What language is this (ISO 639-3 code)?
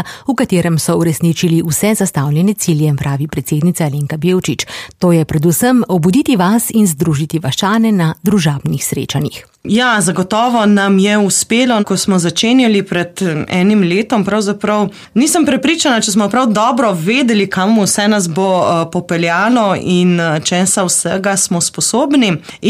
slv